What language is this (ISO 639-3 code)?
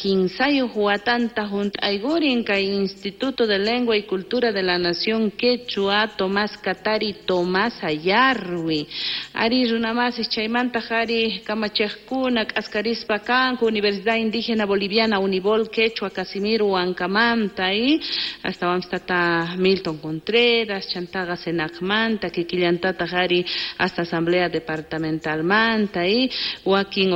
que